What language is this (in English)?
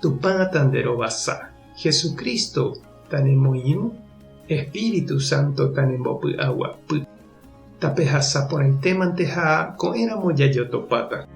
Guarani